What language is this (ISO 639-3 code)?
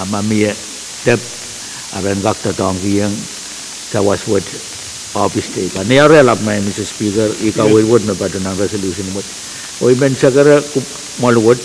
pon